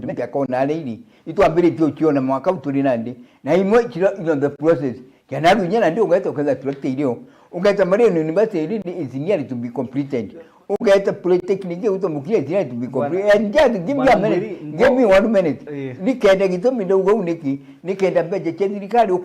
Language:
Meru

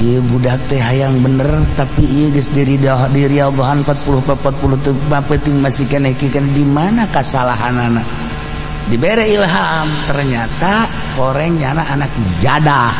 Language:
Sundanese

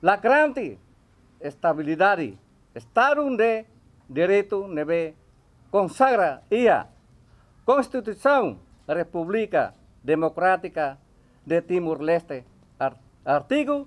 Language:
Tetum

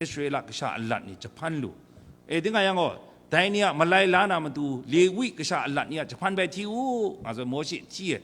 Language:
Kachin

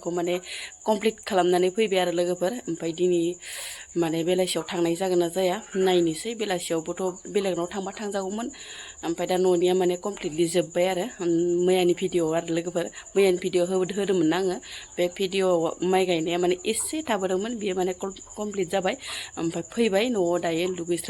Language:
Bodo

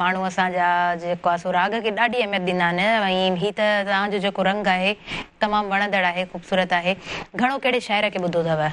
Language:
Sindhi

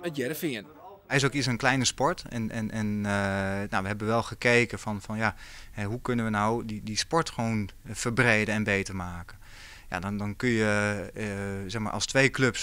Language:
Western Frisian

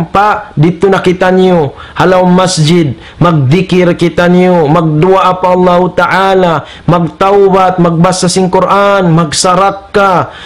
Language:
Tausug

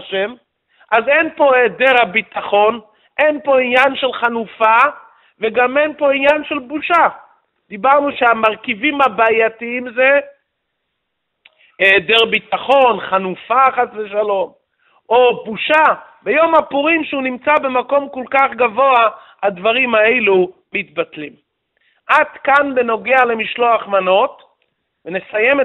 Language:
Hebrew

